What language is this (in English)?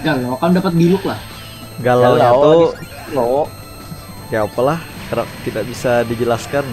Banjar